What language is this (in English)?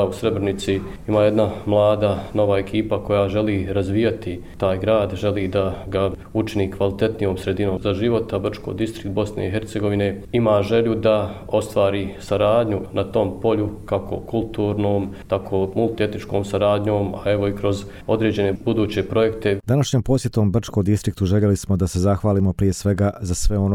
Croatian